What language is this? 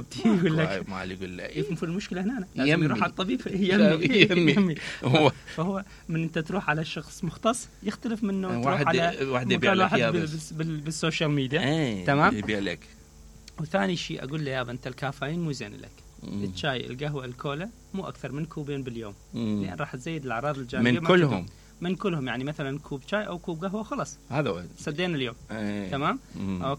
Mesopotamian Arabic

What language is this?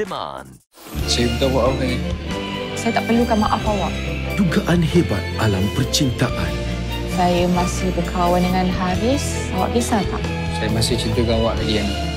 Malay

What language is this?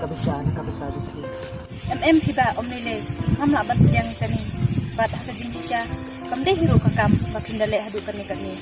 Khasi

